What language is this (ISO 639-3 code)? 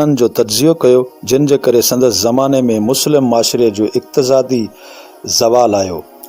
snd